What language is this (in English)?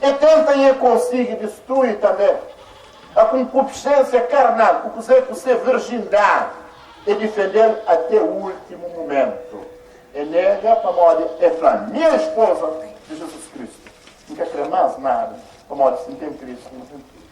Kabuverdianu